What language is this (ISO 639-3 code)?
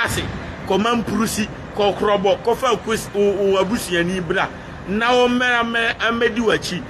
aka